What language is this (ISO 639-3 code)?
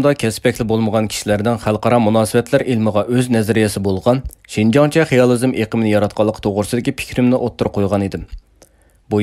uig